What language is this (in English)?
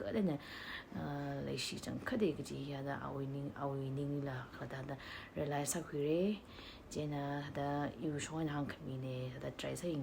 Tangkhul Naga (India)